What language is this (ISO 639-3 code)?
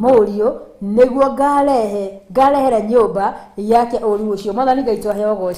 kik